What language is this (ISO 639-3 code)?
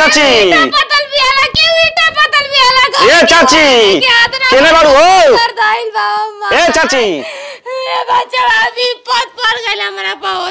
bho